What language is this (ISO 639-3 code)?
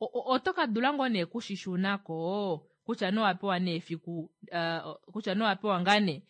kua